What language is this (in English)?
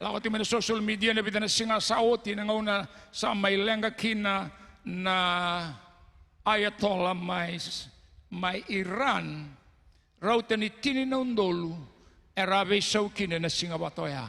Fijian